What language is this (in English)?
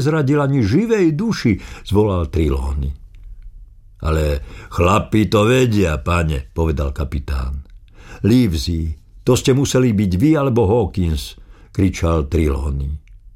Slovak